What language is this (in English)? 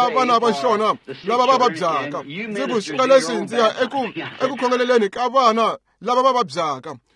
Tsonga